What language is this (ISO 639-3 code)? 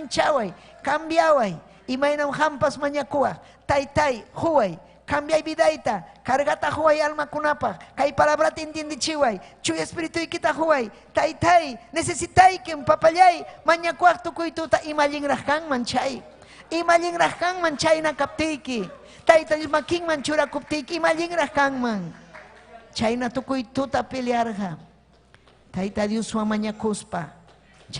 quy